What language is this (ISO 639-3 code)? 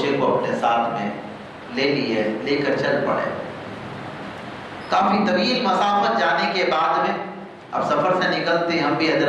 urd